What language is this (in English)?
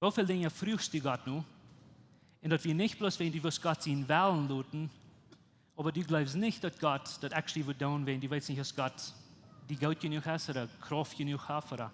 Plautdietsch